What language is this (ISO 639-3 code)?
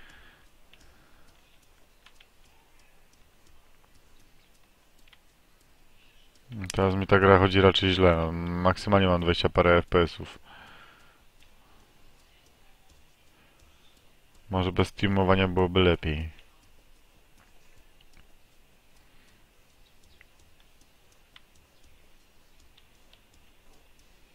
pol